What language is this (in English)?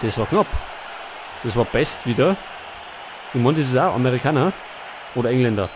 Bavarian